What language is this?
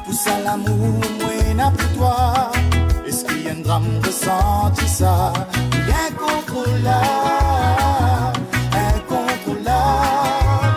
Morisyen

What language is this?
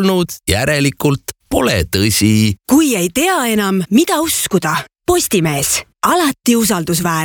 Estonian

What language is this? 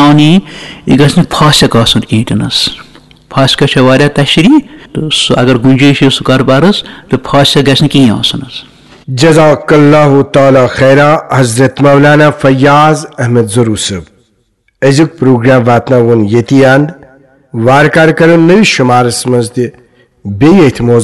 Kashmiri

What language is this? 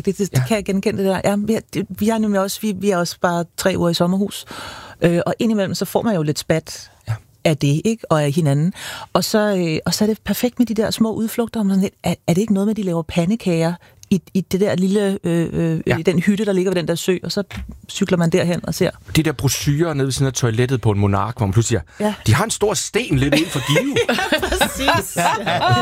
Danish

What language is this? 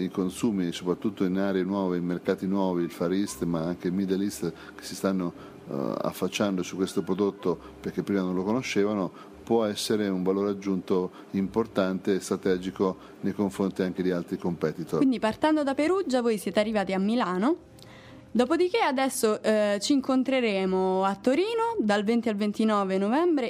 Italian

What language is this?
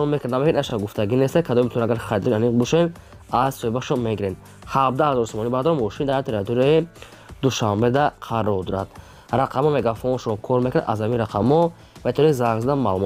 Tajik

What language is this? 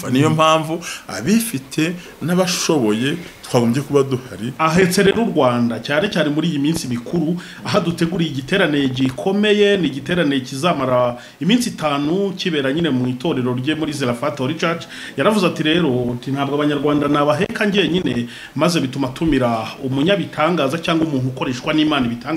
Kinyarwanda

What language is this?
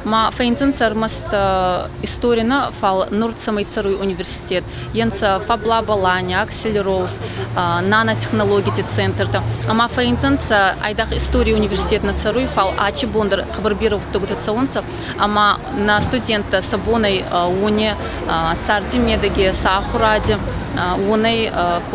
Ossetic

